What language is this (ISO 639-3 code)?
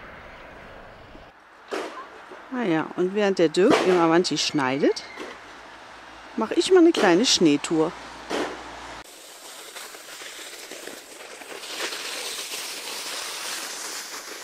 deu